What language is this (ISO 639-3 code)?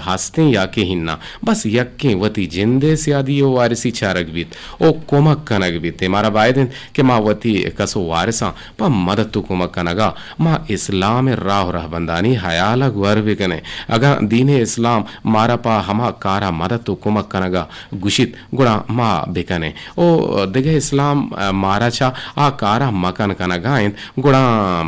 bgp